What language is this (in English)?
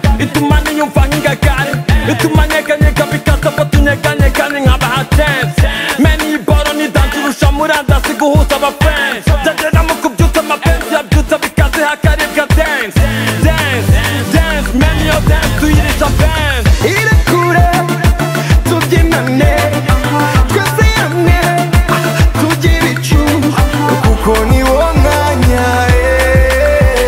Kinyarwanda